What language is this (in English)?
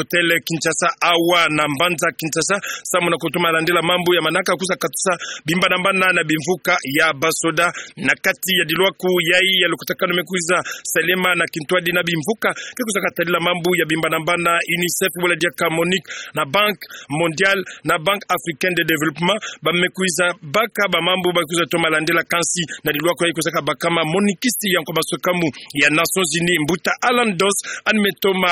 Kituba (Democratic Republic of Congo)